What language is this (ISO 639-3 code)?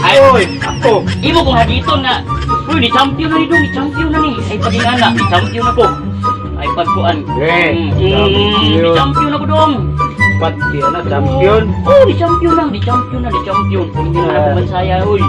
ceb